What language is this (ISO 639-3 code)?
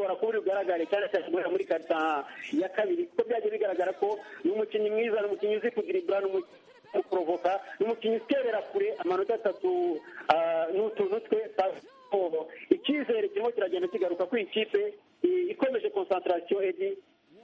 kin